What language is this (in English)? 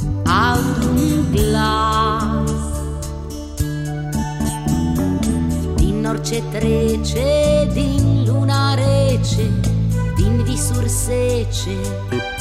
Romanian